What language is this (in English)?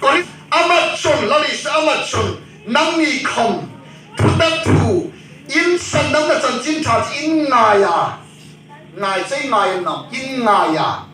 Hmar